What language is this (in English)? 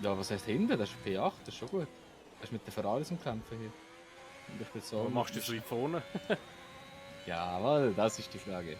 Swiss German